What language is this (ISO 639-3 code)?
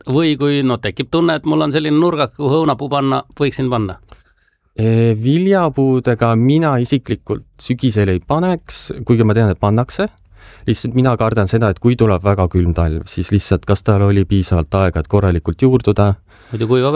est